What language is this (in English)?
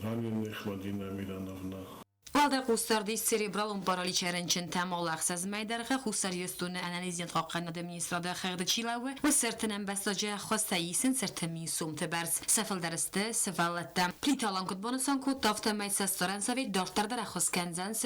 Ossetic